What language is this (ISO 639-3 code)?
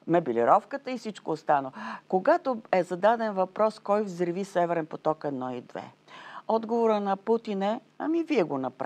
bul